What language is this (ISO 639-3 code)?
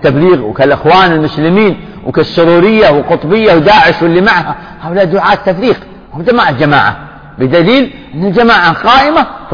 ara